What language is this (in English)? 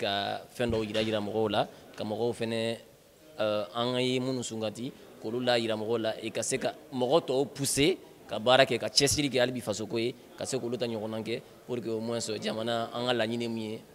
Bambara